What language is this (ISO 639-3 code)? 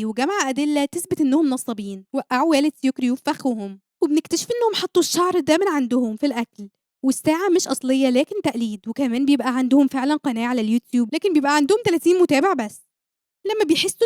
arz